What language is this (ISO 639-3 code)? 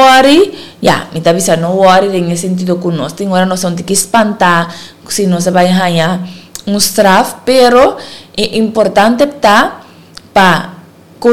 pap